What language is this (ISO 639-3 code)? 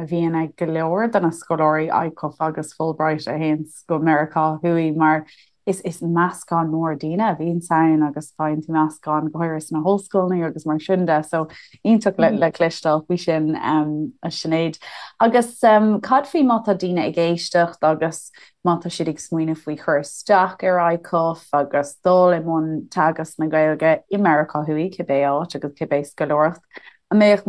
gle